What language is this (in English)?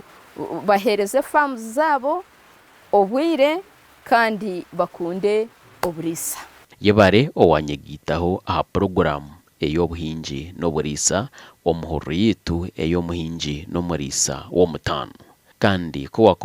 Nyankole